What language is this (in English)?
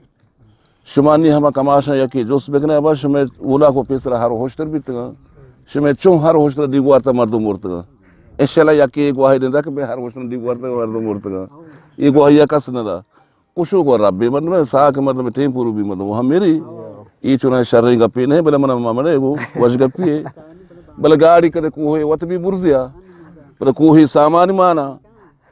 Eastern Balochi